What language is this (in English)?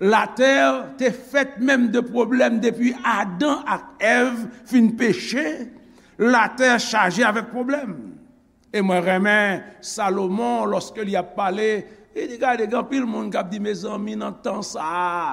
Haitian Creole